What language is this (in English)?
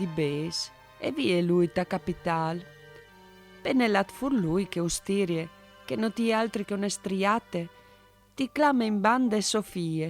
Friulian